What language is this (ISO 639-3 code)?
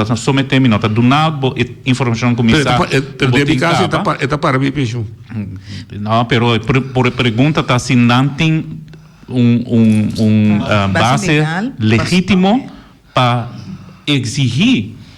pap